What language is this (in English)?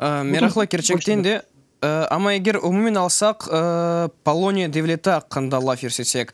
Crimean Tatar